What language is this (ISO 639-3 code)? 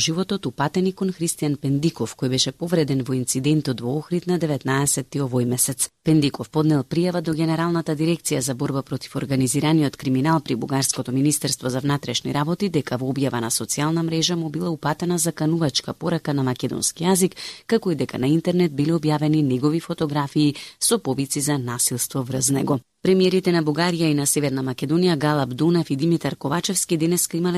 mkd